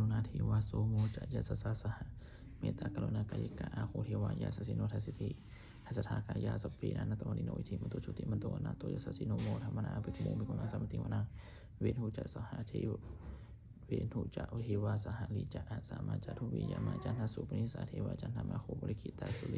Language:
Pali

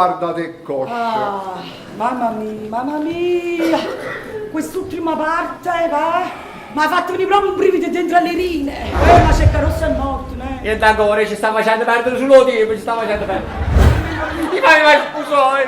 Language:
Neapolitan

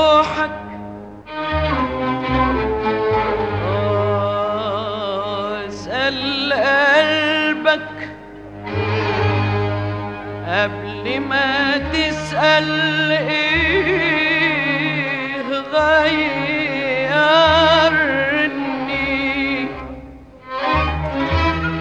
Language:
Egyptian Arabic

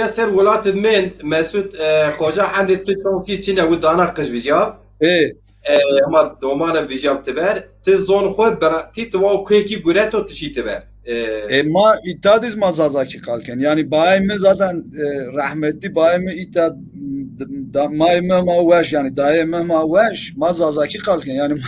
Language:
Zaza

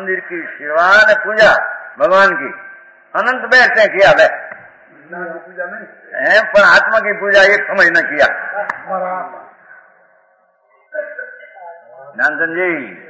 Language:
Hindi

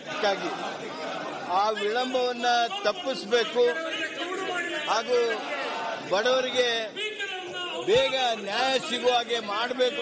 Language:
Kannada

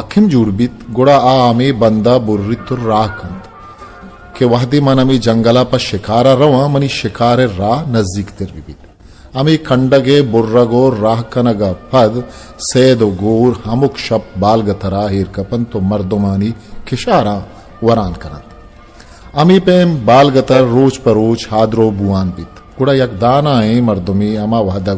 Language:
Baluchi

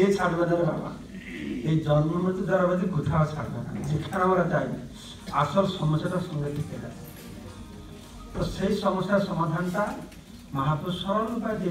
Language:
Bangla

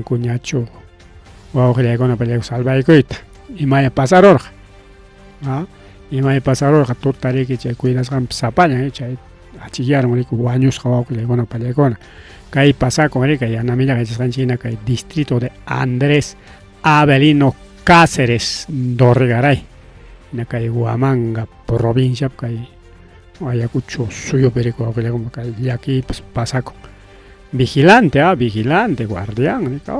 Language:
Ayacucho Quechua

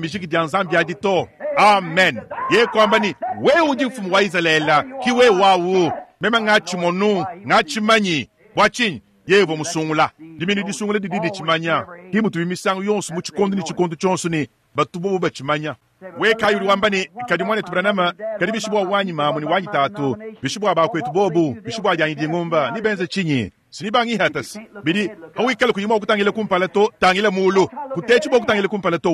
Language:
Luba-Lulua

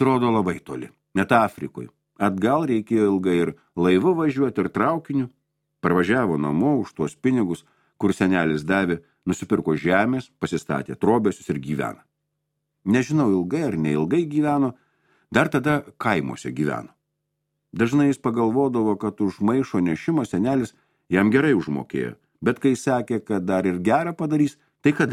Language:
Lithuanian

